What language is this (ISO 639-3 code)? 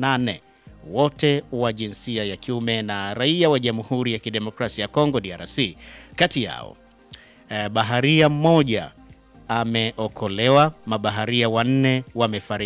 swa